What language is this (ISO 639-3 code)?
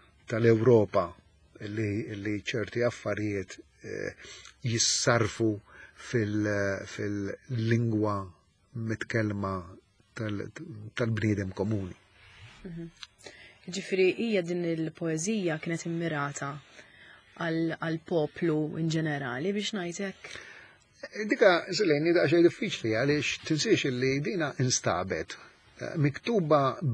mlt